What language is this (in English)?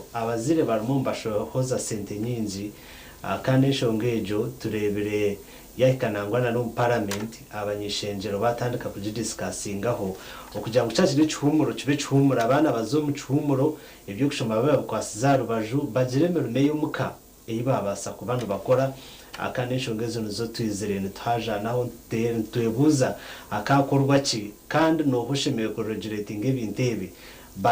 Nyankole